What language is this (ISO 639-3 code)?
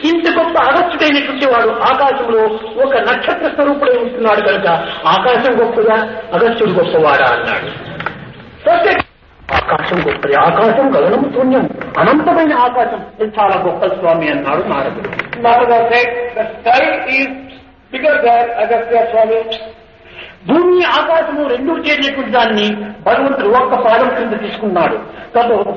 tel